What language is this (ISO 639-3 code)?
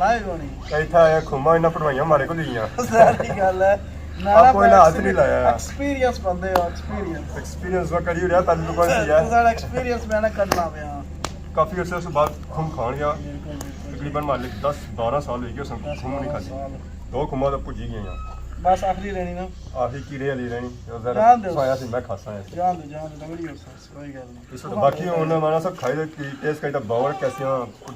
phr